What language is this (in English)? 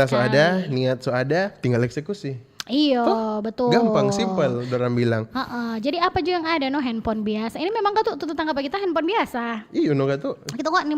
Manado Malay